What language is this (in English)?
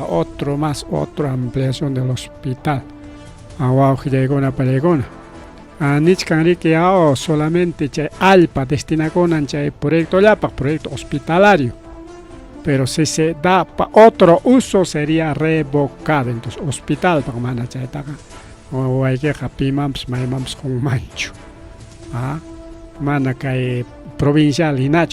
Ayacucho Quechua